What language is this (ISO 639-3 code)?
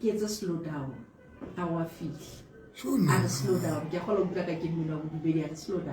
sot